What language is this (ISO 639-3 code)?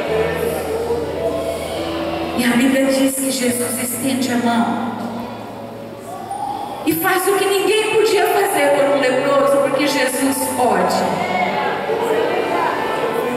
por